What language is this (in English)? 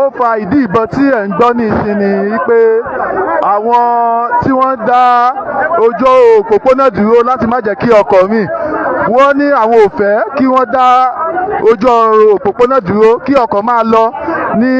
Yoruba